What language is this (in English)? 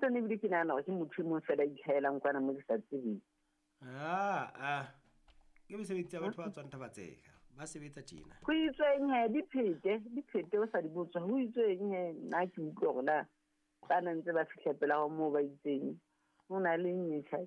Southern Sotho